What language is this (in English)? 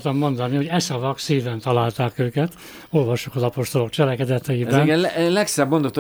Hungarian